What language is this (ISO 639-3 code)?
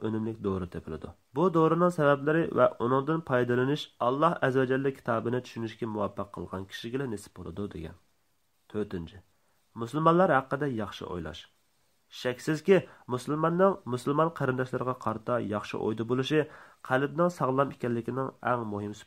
uig